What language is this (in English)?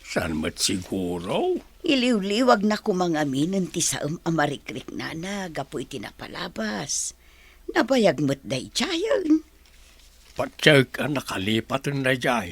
Iloko